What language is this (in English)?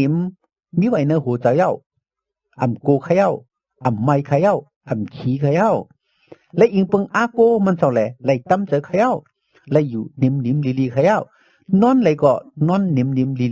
Shan